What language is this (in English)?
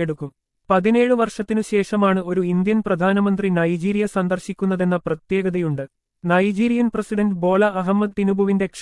Malayalam